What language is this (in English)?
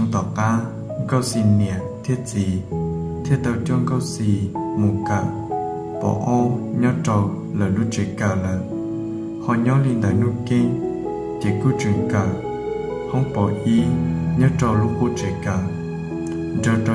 Hmong